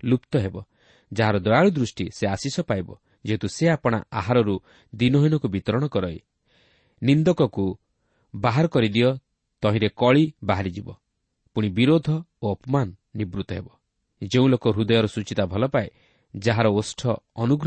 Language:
Odia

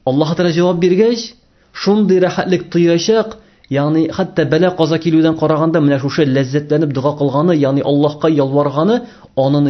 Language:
Tatar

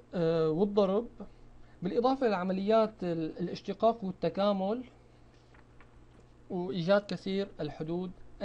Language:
Arabic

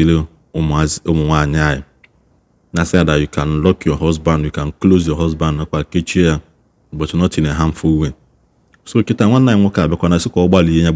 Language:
Igbo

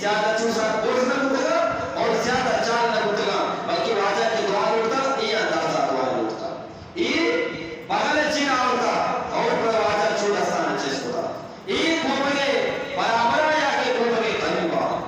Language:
Eastern Balochi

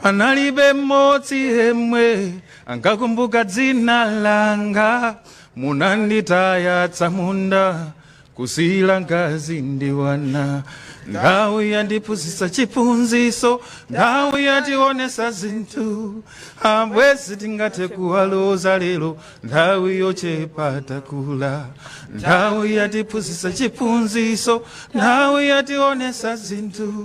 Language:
Nyanja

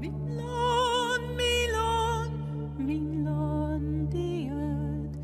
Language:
Western Frisian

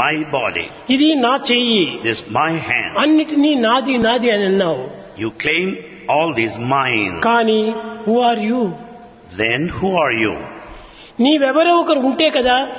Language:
Telugu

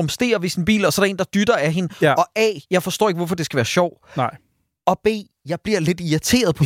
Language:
Danish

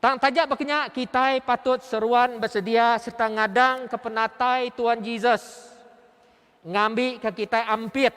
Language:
Iban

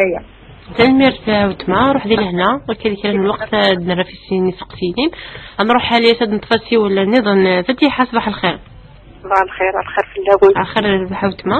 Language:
Kabyle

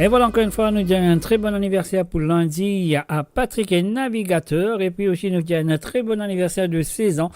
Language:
Morisyen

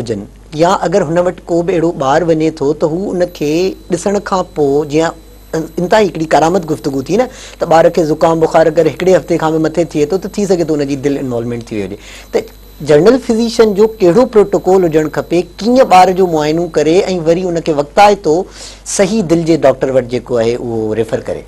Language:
Sindhi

